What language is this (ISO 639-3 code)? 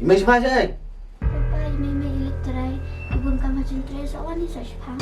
kha